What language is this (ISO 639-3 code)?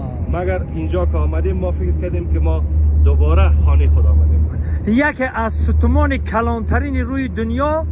tgk